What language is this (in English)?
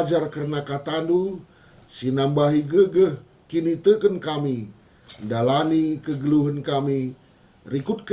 Batak Karo